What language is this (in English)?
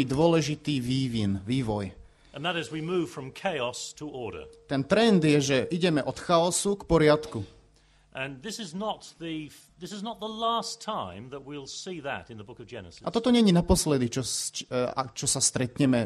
Slovak